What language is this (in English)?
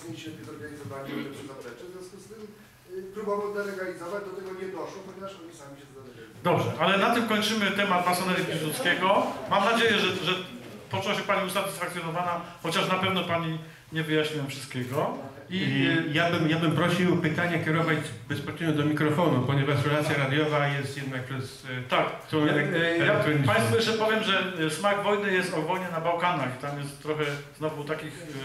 Polish